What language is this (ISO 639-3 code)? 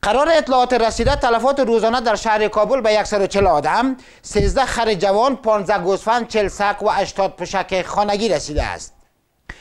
fas